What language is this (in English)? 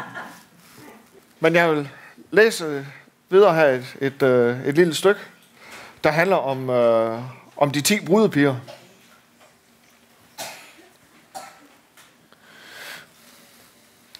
Danish